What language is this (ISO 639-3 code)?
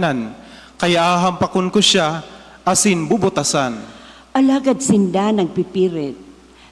bik